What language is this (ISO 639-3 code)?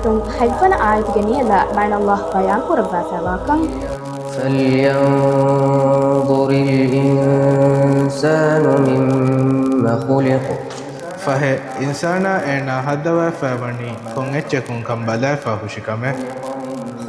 div